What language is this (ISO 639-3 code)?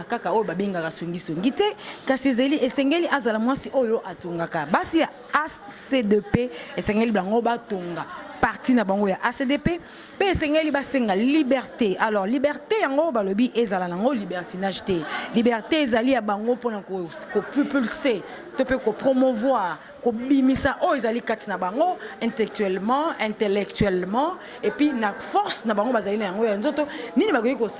lin